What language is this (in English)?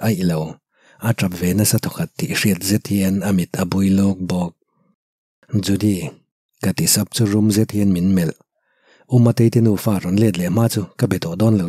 Mizo